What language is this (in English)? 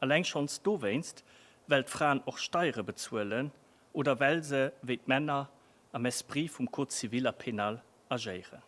Luxembourgish